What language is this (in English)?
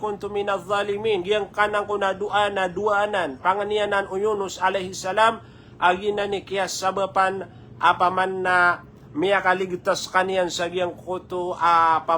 Maranao